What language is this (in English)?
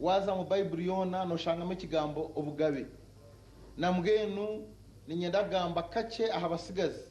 Nyankole